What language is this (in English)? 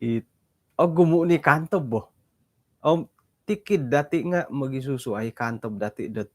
Central Dusun